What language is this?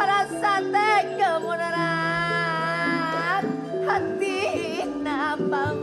Madurese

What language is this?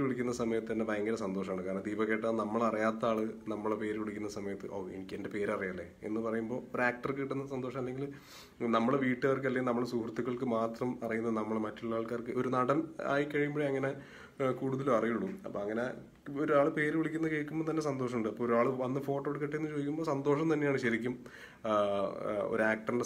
Malayalam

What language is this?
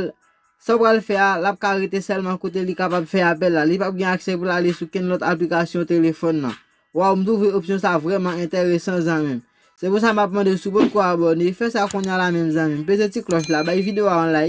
Haitian Creole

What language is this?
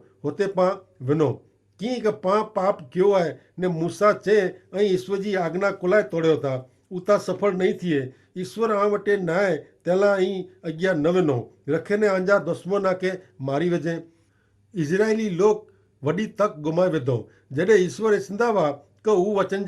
Kachhi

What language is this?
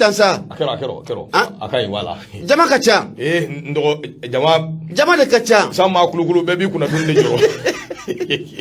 Bambara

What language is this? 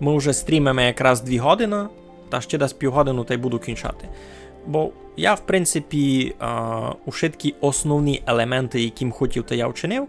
Rusyn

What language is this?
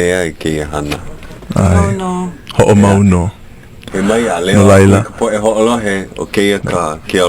Hawaiian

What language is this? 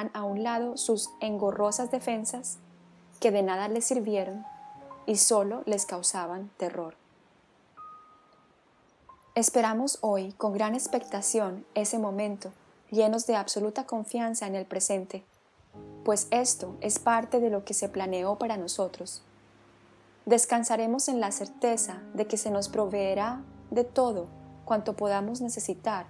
Spanish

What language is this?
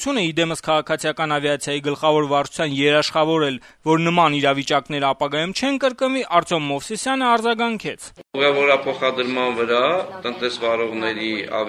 Armenian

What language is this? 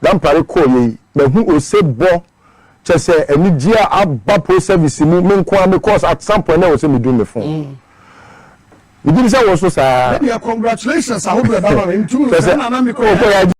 Akan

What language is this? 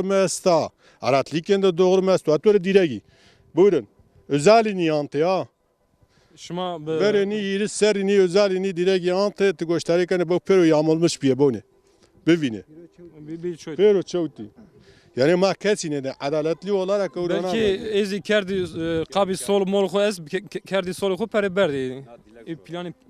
Zaza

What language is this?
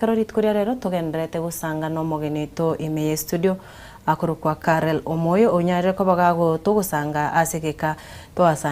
Gusii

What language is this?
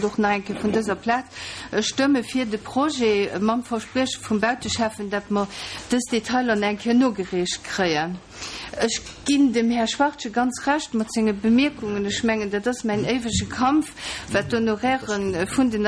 Luxembourgish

